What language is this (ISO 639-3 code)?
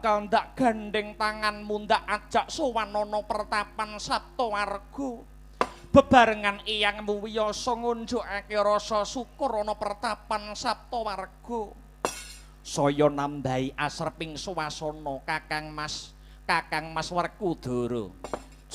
jav